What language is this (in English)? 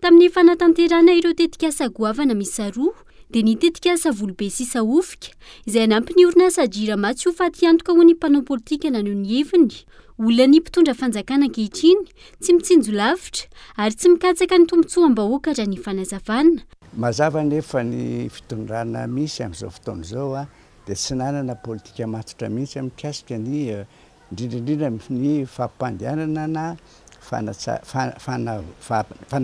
Malagasy